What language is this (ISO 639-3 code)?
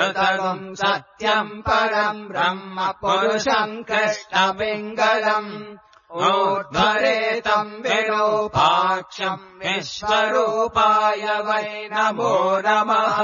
san